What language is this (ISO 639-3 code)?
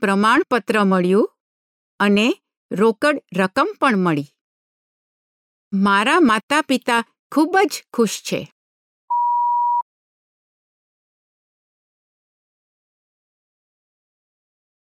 guj